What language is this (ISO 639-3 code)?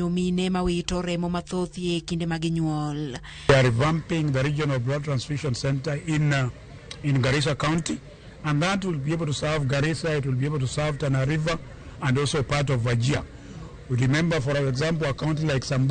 luo